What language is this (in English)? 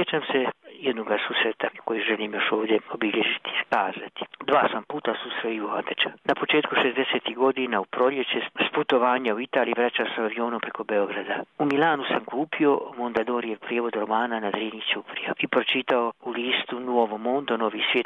Croatian